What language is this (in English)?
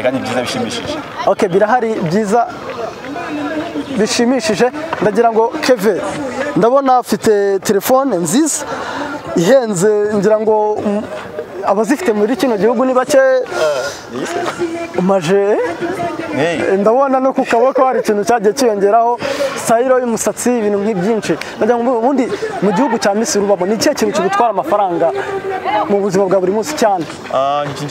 Kinyarwanda